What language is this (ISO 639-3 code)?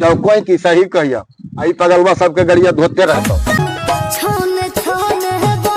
mag